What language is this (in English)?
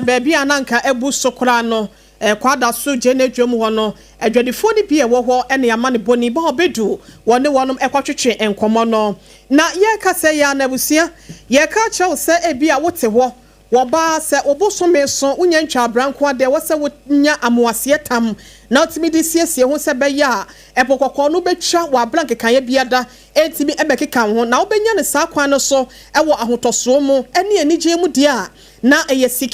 Akan